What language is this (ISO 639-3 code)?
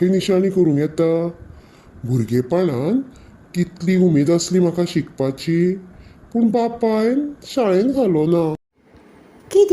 kok